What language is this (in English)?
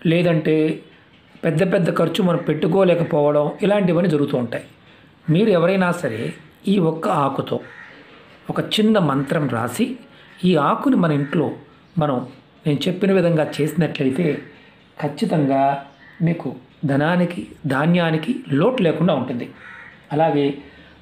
Telugu